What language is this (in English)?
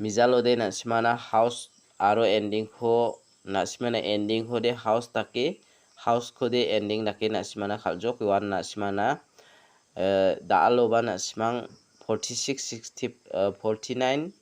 Garo